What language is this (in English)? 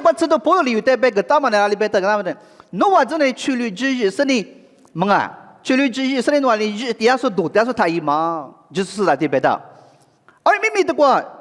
Lisu